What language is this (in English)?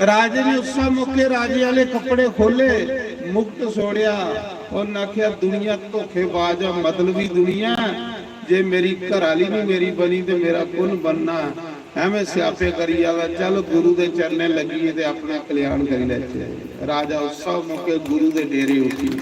Dogri